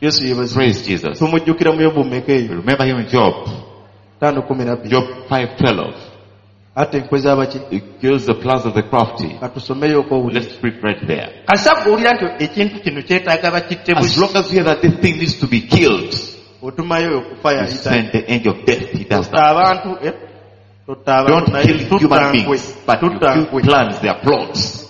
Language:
Ganda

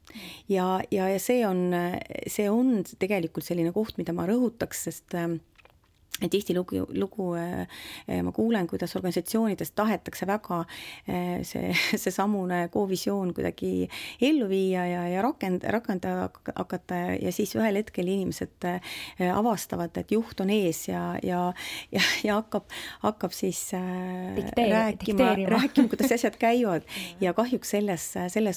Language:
Estonian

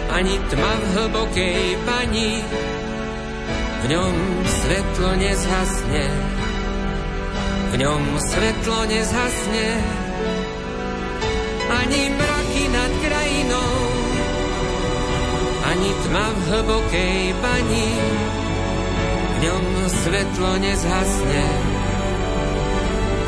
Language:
Slovak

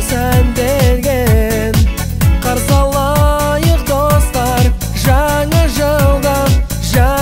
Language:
Kazakh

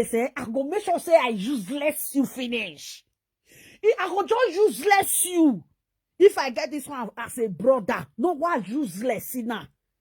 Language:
Nigerian Pidgin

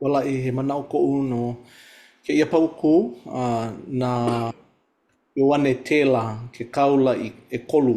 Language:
Hawaiian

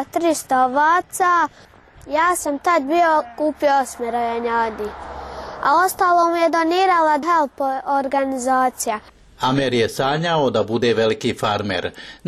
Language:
Bosnian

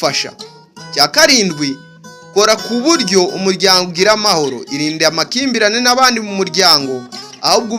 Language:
Kinyarwanda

